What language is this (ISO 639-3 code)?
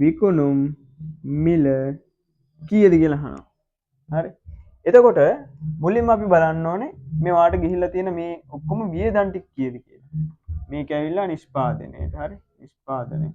sin